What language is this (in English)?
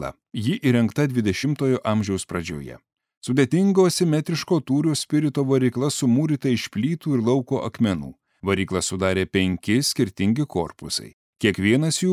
Lithuanian